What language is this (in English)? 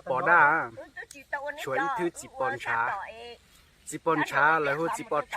Hmong